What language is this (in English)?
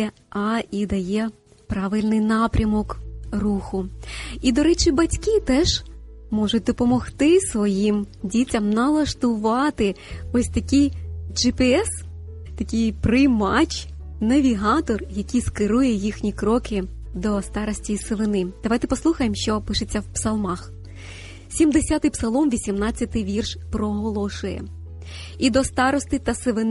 Ukrainian